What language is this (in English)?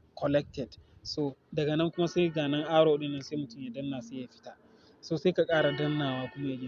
Hausa